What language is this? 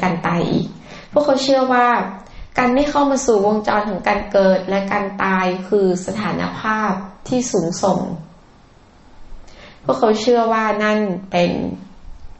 Thai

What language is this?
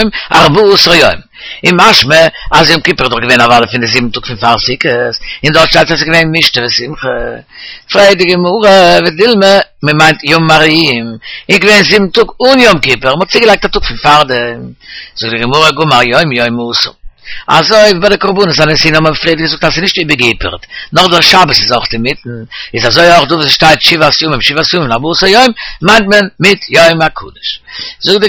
Yiddish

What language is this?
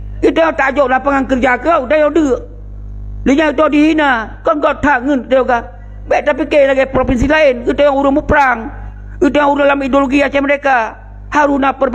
Achinese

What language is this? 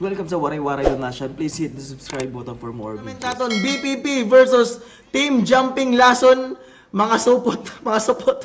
Waray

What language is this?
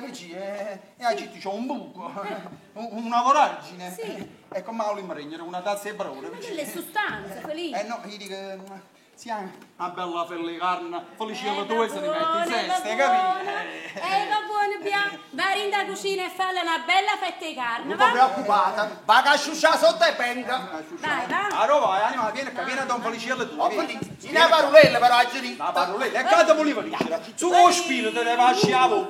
Neapolitan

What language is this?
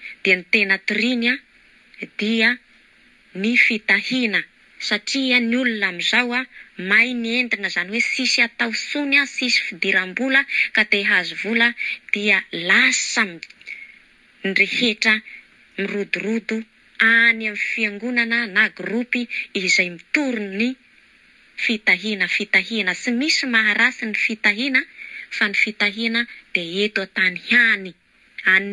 Malagasy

